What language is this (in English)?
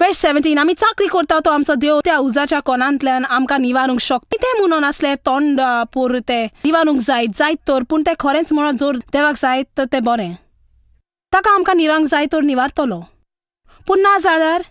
Konkani